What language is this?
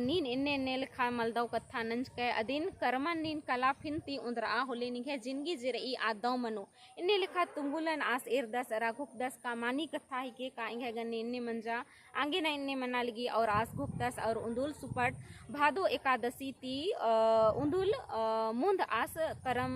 Kurukh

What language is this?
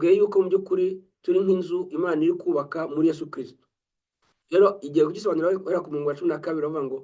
Kinyarwanda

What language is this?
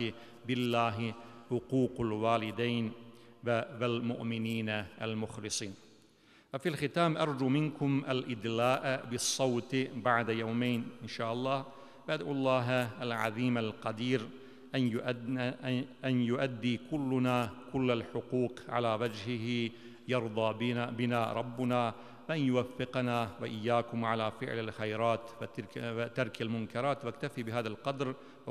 Bosnian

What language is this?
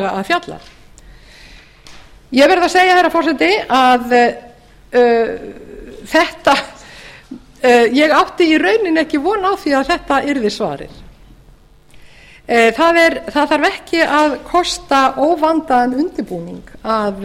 Icelandic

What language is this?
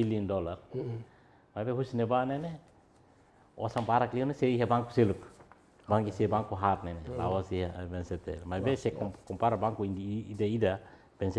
Tetum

